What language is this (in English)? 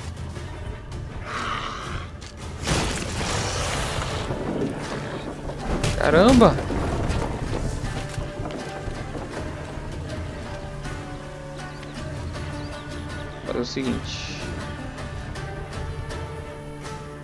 Portuguese